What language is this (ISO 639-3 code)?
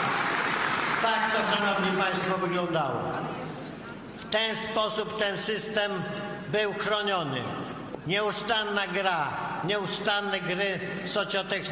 pol